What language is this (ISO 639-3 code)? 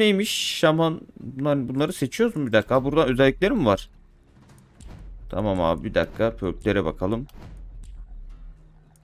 tur